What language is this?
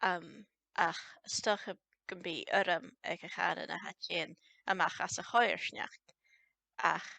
Scottish Gaelic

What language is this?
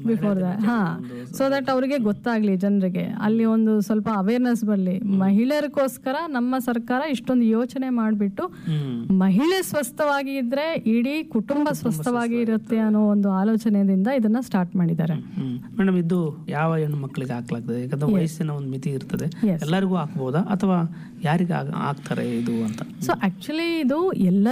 Kannada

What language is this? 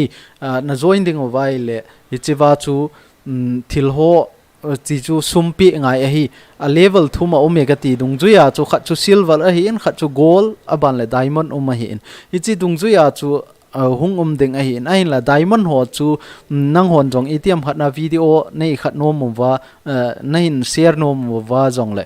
Thado Chin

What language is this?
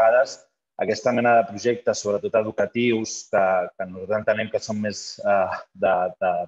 Catalan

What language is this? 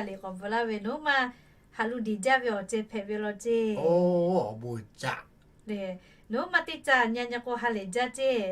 Lahu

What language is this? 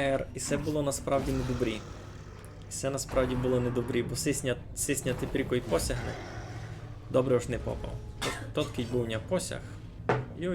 Rusyn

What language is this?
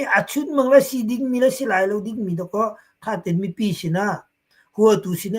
Hakha Chin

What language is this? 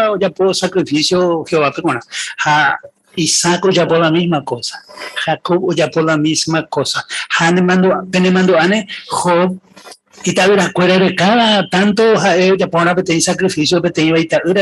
Guarani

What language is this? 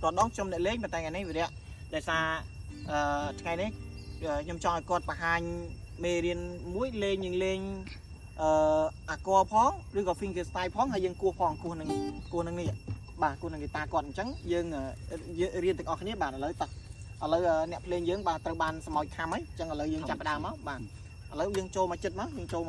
Khmer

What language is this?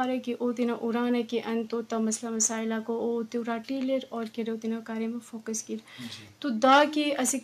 Eastern Balochi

